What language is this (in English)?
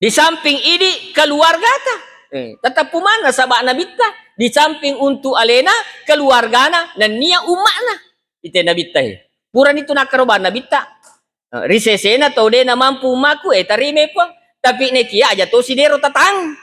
Buginese